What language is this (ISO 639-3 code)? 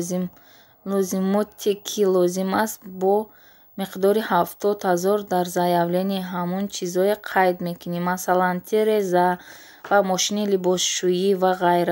tgk